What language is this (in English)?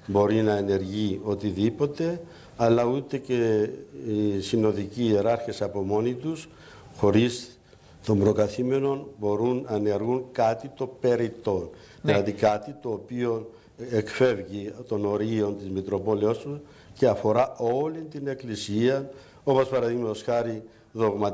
Greek